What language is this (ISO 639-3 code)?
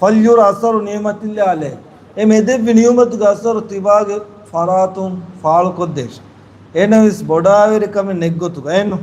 div